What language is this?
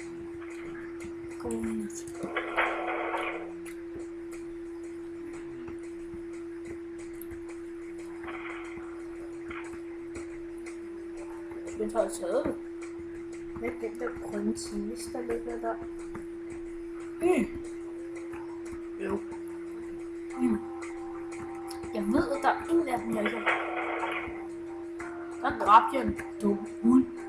Danish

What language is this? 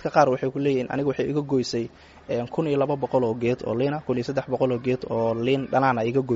Somali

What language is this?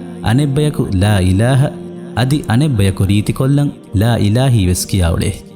Divehi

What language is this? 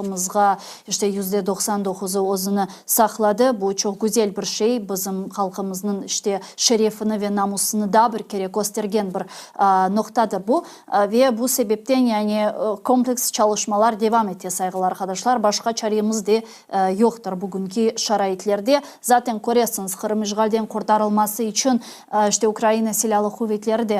Crimean Tatar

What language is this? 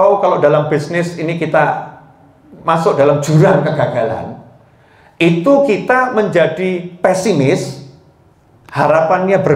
Indonesian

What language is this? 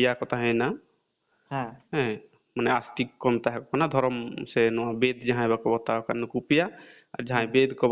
Santali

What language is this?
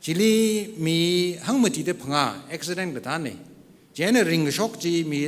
Tangkhul Naga (India)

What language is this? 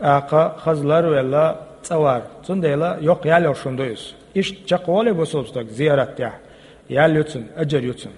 Chechen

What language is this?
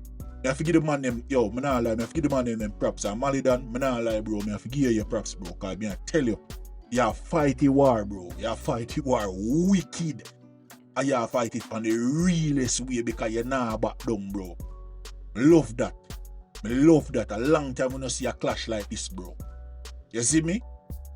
Jamaican Creole English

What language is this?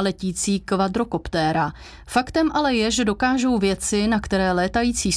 Czech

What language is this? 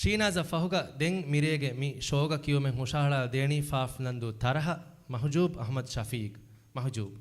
Divehi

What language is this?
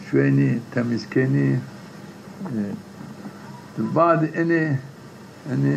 Zaza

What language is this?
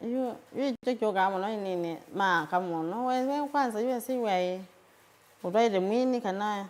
Kamba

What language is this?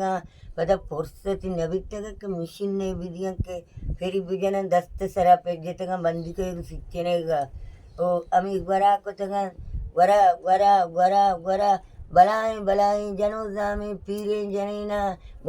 Baluchi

